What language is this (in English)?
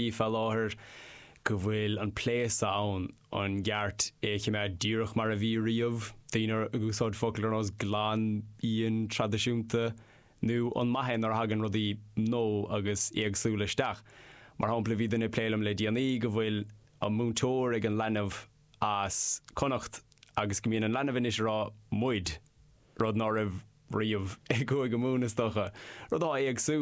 Irish